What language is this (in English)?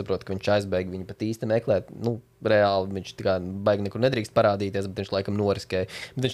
Latvian